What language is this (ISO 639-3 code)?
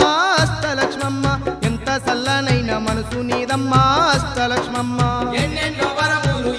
tel